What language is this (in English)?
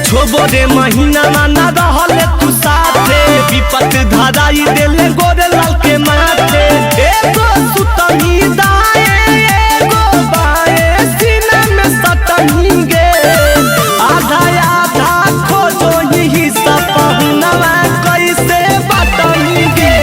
Magahi